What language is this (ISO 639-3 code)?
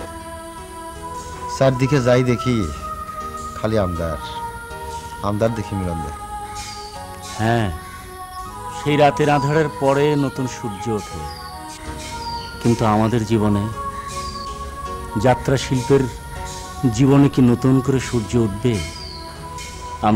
ben